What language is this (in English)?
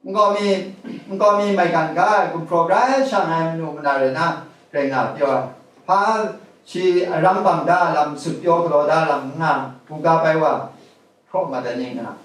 Kachin